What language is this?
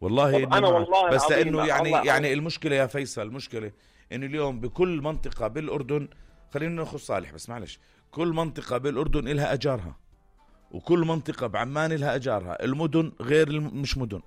North Levantine Arabic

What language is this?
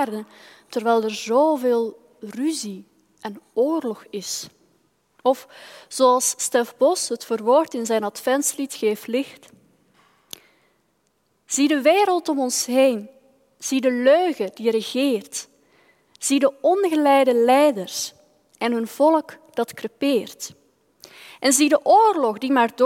Dutch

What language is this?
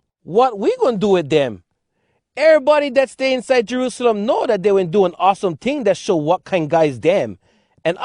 Hawai'i Creole English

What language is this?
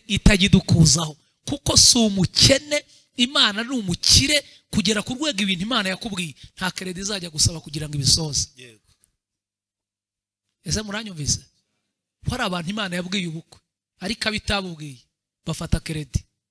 Kinyarwanda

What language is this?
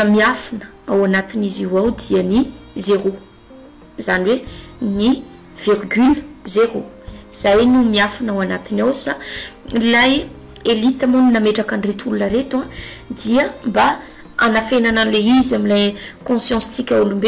Malagasy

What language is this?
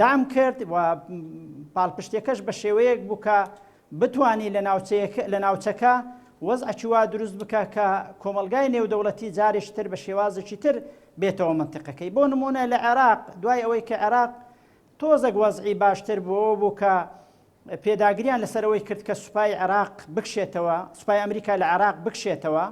Central Kurdish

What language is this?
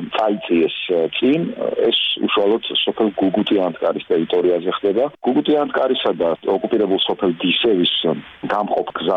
Georgian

